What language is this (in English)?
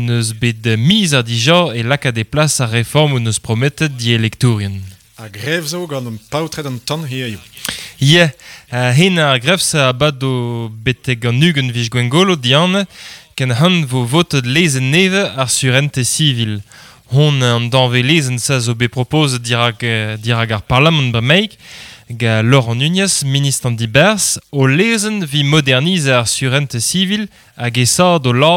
Breton